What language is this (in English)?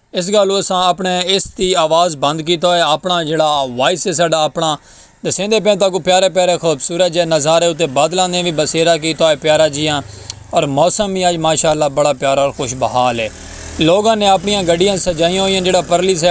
Saraiki